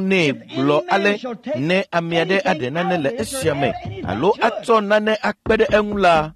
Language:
Ewe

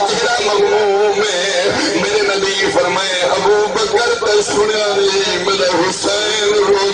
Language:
Saraiki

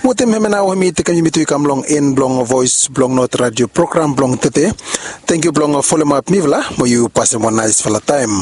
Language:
Bislama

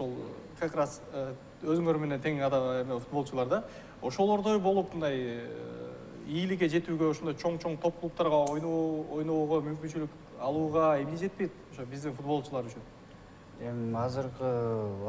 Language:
Kyrgyz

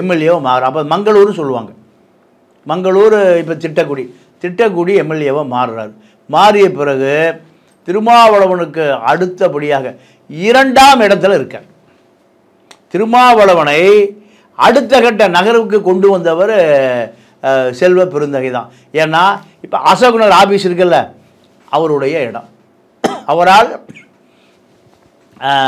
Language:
Tamil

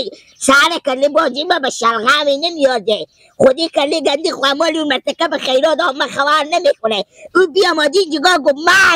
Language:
Persian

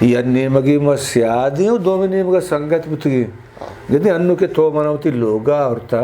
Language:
Eastern Balochi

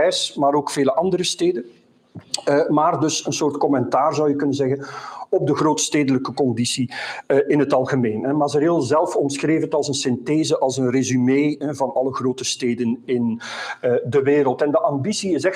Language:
Dutch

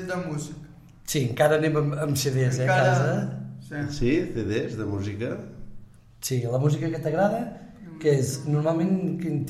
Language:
Catalan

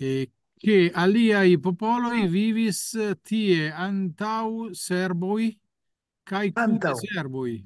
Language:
Esperanto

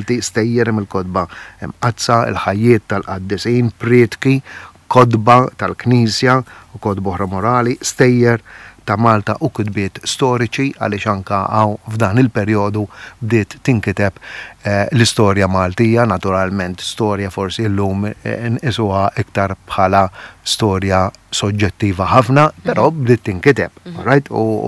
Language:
Maltese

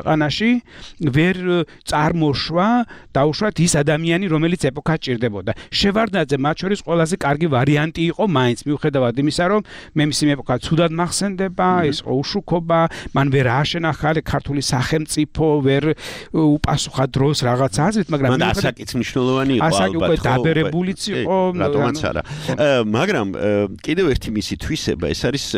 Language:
Georgian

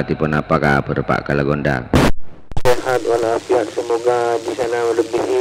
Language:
Madurese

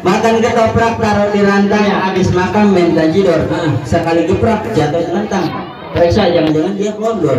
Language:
Betawi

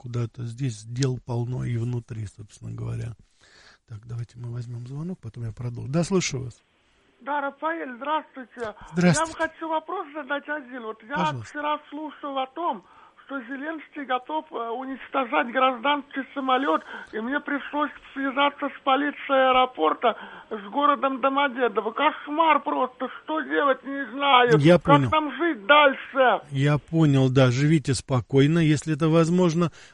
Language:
Russian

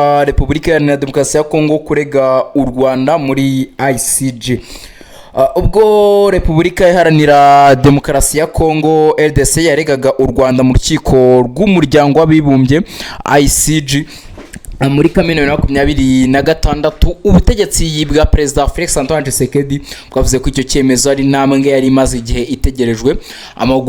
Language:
Kinyarwanda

